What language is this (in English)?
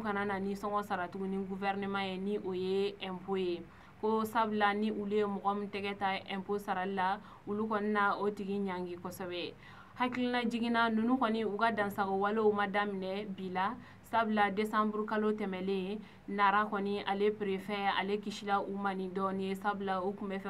Bambara